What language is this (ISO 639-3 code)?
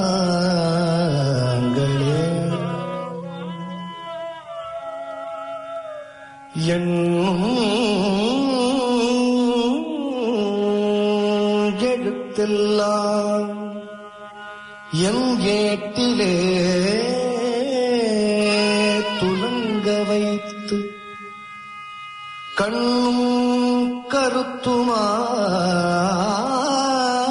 tam